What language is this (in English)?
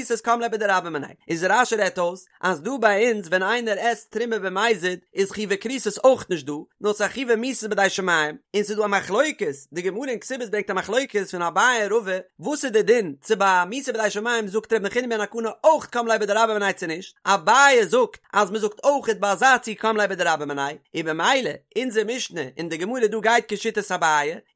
Yiddish